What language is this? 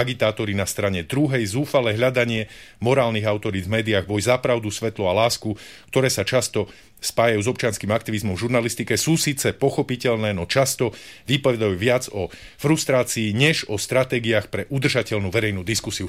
Slovak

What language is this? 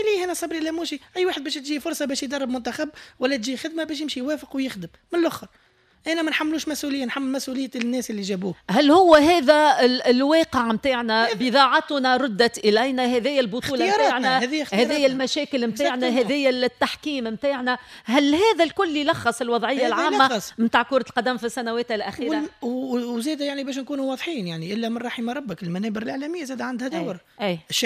Tunisian Arabic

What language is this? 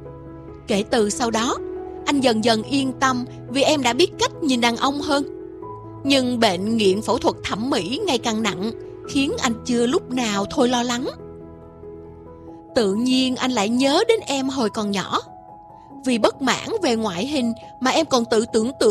Vietnamese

